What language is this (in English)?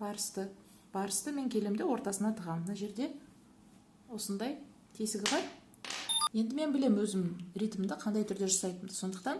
Kazakh